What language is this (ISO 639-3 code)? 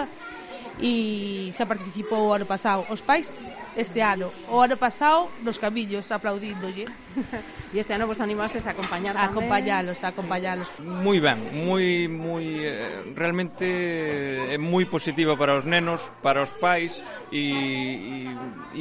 glg